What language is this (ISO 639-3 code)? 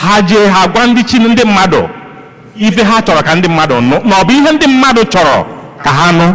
ibo